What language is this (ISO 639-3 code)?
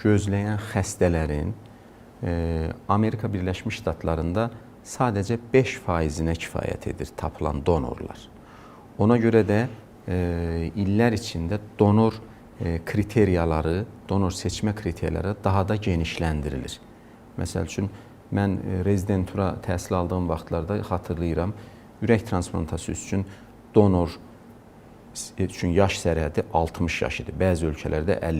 aze